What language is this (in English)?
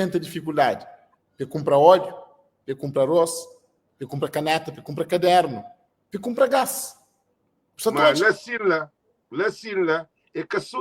Kabuverdianu